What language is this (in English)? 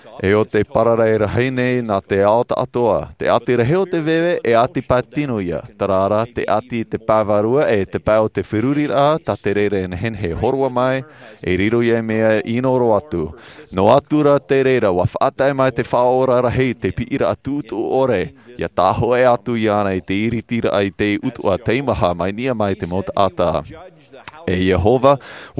Tahitian